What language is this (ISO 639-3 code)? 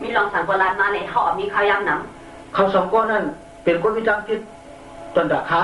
shn